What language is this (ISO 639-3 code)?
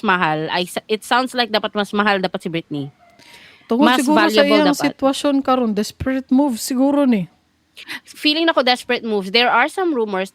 ceb